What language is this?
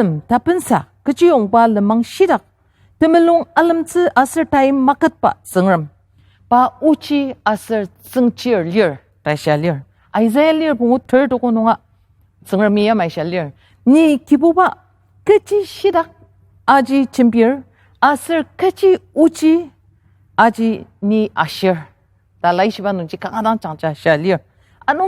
Ao Naga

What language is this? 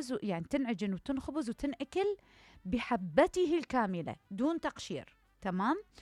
Mesopotamian Arabic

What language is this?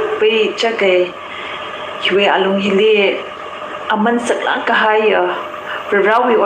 Tangkhul Naga (India)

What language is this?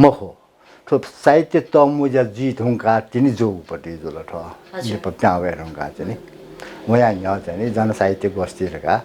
Newari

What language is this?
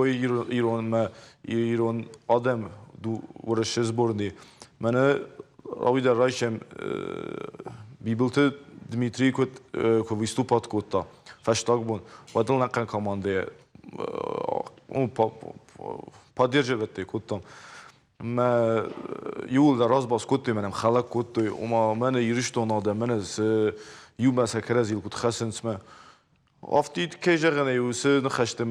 Ossetic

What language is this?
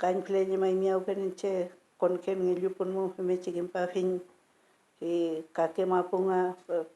Mapuche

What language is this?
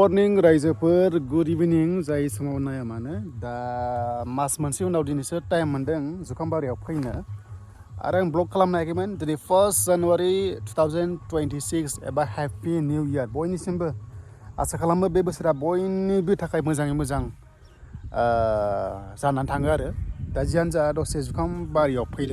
Bodo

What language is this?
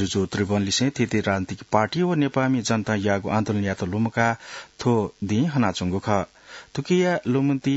Newari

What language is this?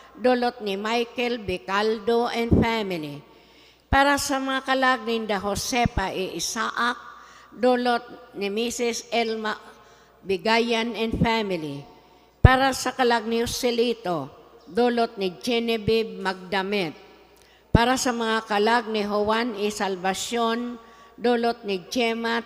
Bikol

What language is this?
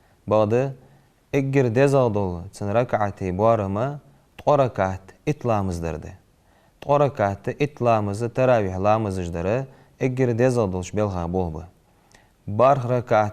Ingush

